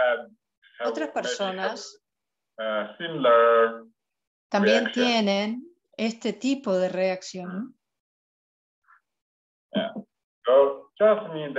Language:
Spanish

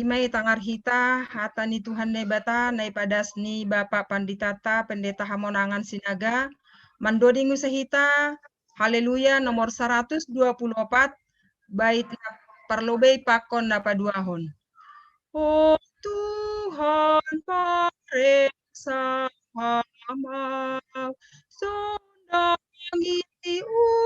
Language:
Batak Simalungun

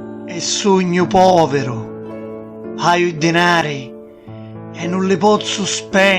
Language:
Sicilian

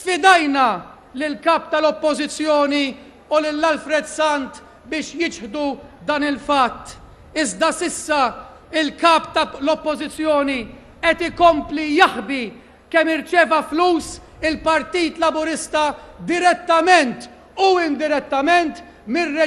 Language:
Maltese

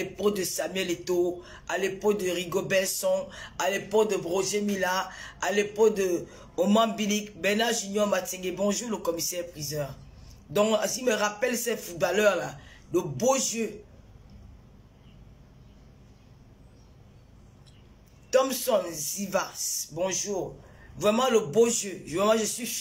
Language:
French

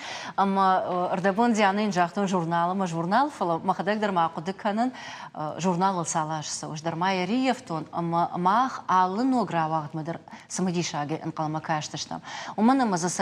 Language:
Ossetic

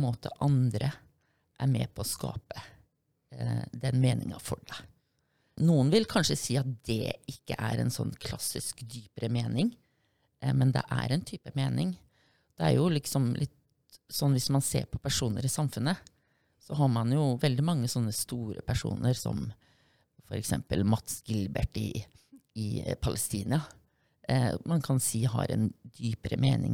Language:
Norwegian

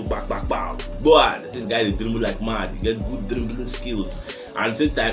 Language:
Nigerian Pidgin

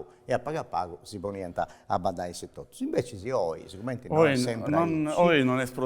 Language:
Sardinian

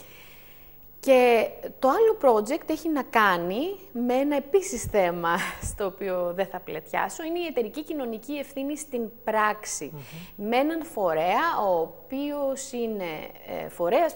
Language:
Greek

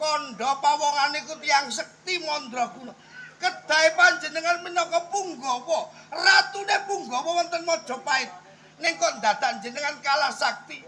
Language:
Javanese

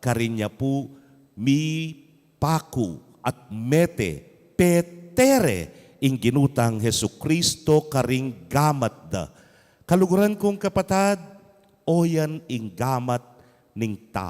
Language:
Pampanga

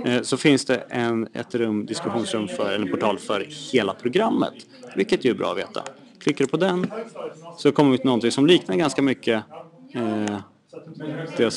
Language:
Swedish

